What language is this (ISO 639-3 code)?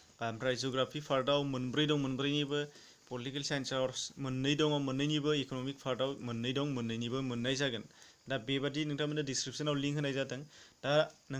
brx